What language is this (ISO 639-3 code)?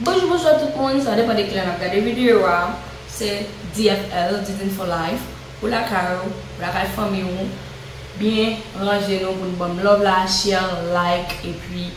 hat